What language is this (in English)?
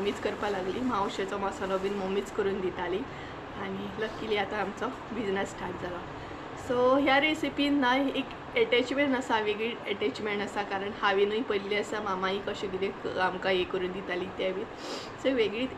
Konkani